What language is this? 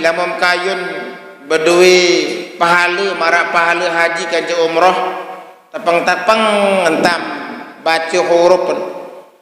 Sasak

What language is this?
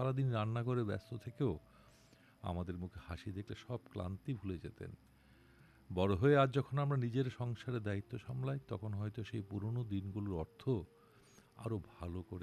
Bangla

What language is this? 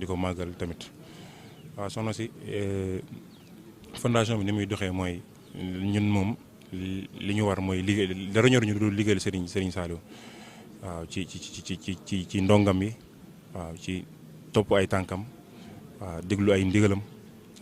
Wolof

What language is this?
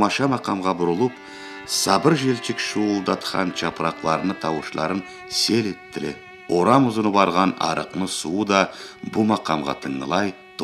Karachay-Balkar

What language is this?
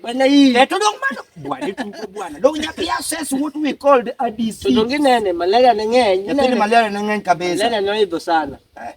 Luo (Kenya and Tanzania)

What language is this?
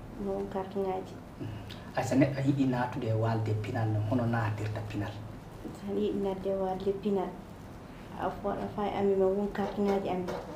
Fula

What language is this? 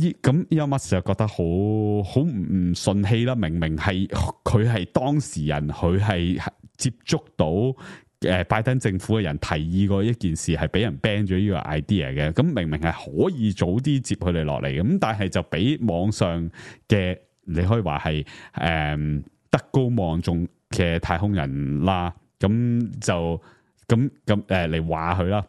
Cantonese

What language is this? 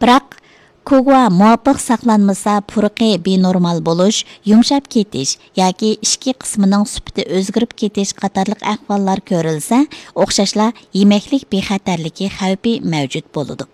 Uyghur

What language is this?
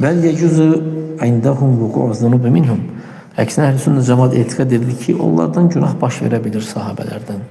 Azerbaijani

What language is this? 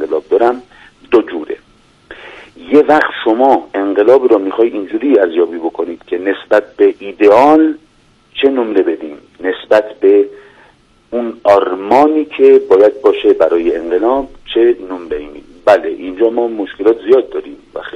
Persian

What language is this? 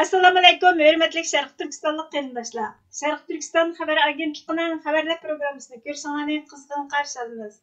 Uyghur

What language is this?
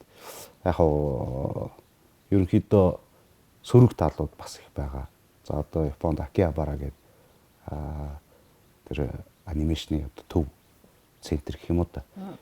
Mongolian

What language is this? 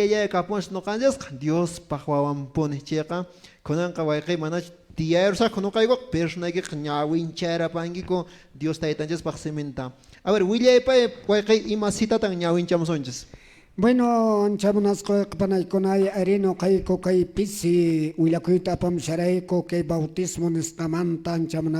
Quechua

